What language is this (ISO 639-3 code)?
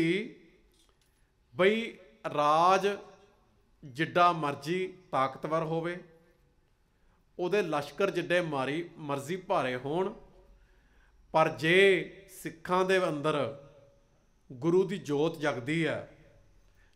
pan